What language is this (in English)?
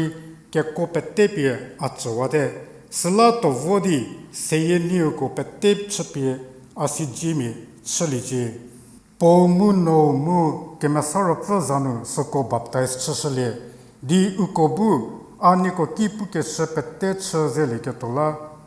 Angami Naga